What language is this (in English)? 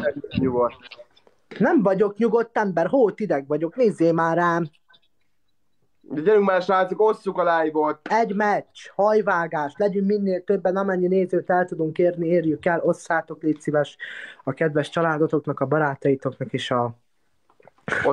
Hungarian